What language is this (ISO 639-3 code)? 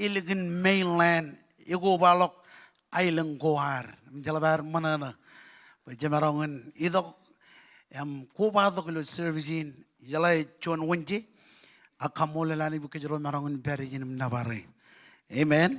mah